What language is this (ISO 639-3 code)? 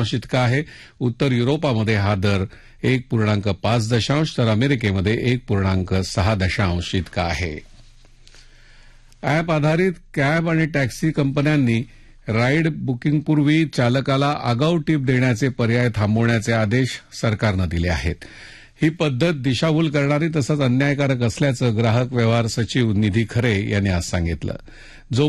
mar